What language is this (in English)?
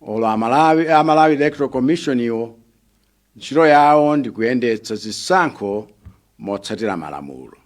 Nyanja